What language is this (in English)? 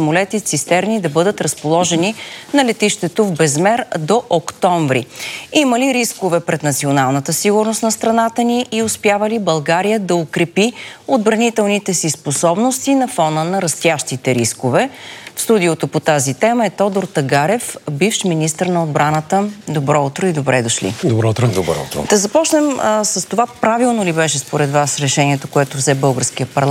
Bulgarian